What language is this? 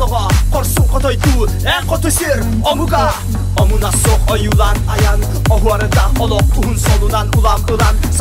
Yakut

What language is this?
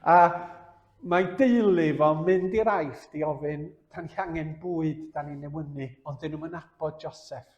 Welsh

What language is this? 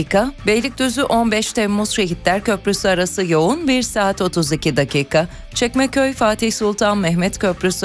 Turkish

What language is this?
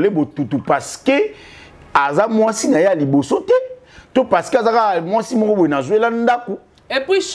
Lingala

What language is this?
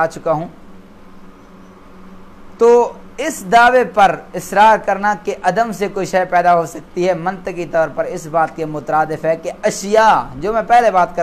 Urdu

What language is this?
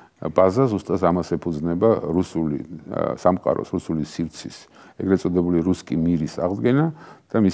Georgian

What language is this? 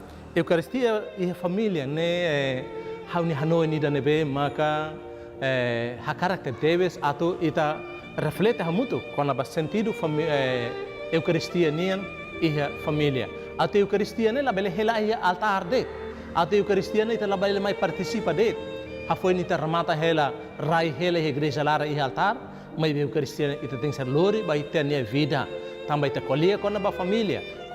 Tetum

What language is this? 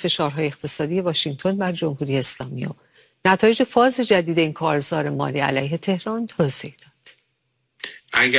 Persian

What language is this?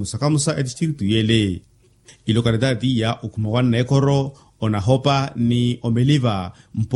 Makhuwa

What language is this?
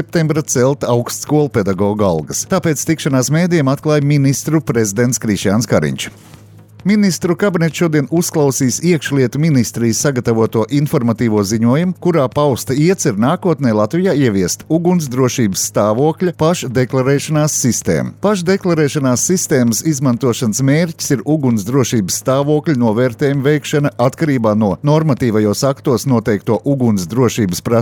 Latvian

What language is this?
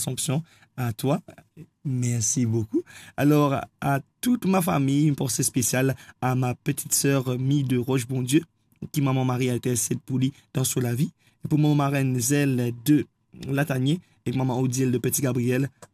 Morisyen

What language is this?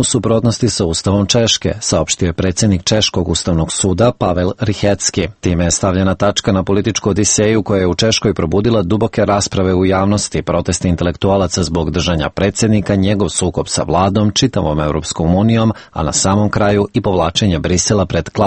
Serbian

